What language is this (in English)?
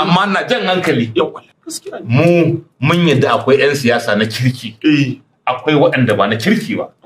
Hausa